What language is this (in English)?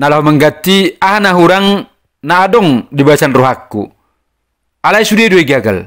Batak Toba